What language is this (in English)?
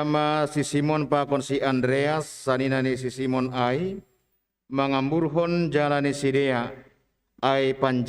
Batak Simalungun